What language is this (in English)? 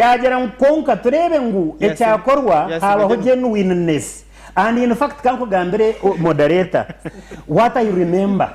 Nyankole